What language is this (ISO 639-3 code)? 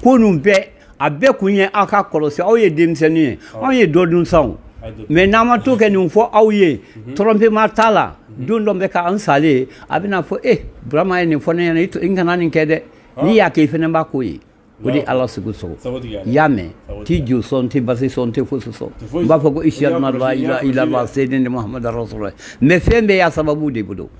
bam